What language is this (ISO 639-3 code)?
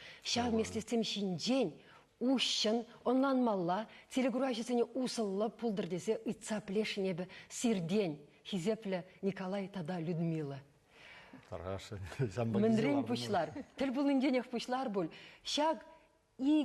chv